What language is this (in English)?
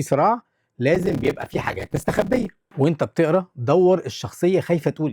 Egyptian Arabic